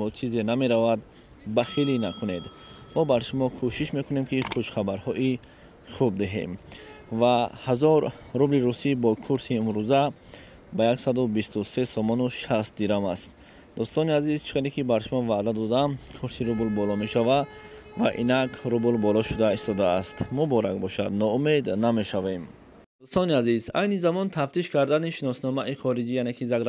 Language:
Tajik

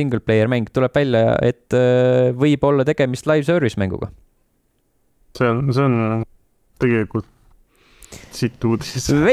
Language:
Estonian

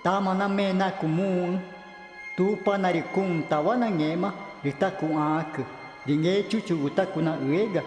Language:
Ticuna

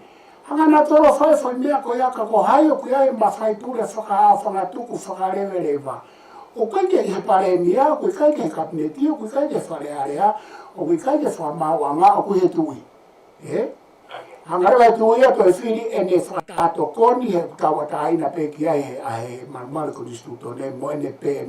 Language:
Tongan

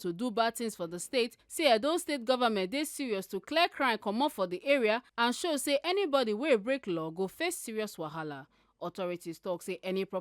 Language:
Nigerian Pidgin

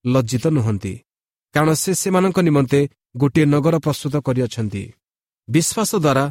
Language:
Odia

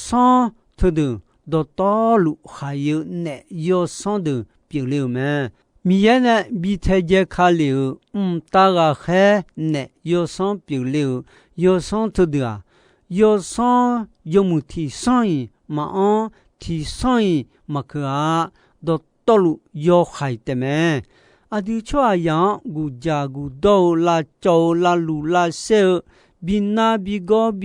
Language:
Akha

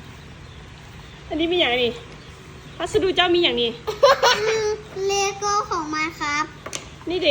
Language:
Lao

